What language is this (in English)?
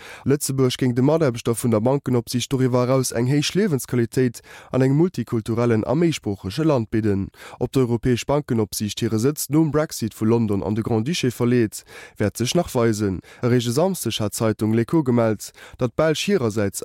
Luxembourgish